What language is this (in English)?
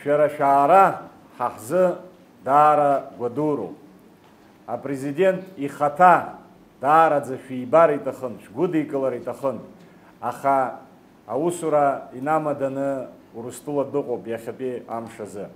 Abkhazian